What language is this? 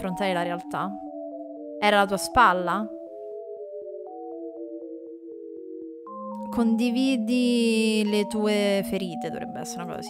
Italian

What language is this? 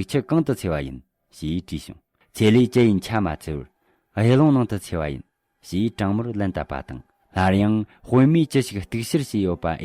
Tibetan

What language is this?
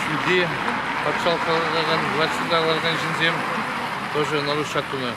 Chuvash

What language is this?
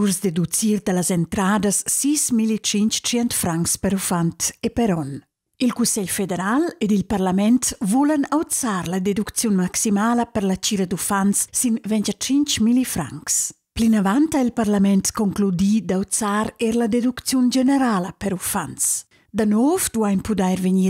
Romansh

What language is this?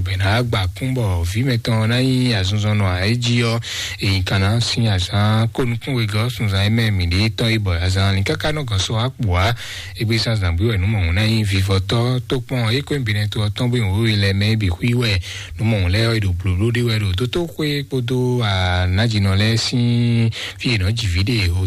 Fon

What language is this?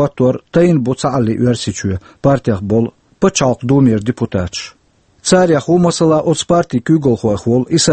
Chechen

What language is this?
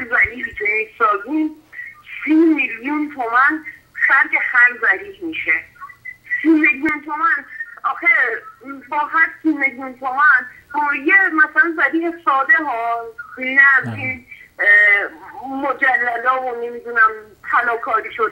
Persian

